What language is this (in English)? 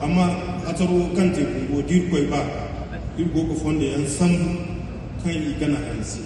Zarma